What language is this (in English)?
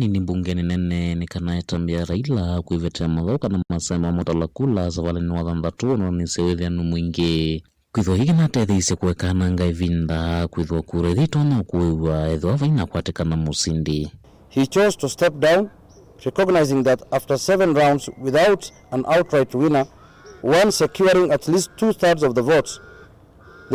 Kamba